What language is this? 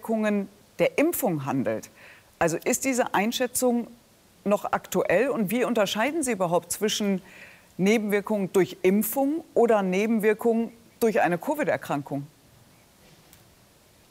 German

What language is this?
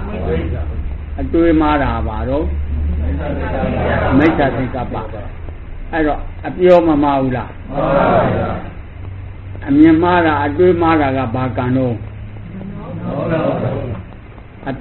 Burmese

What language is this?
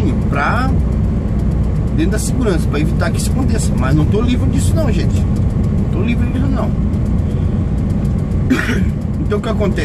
Portuguese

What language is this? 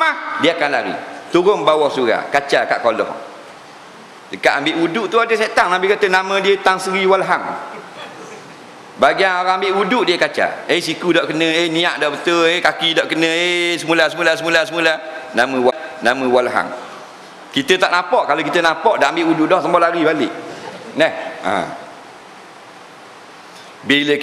Malay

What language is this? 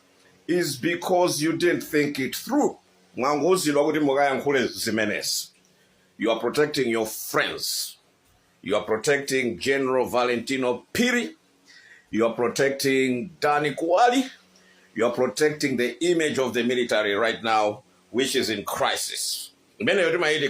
Nyanja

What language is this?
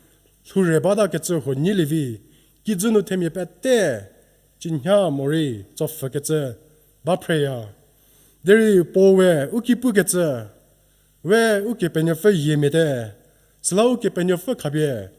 Angami Naga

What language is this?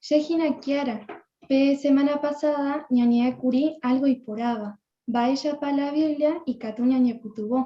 Guarani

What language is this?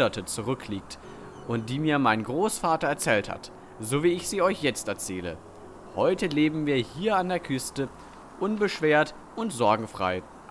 German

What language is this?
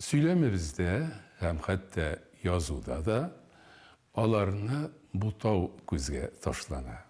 Tatar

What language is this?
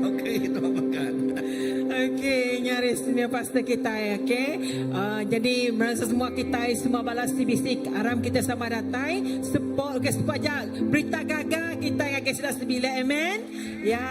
Iban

